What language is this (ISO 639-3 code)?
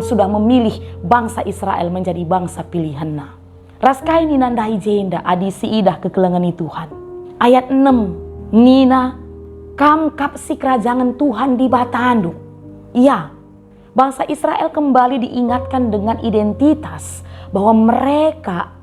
btx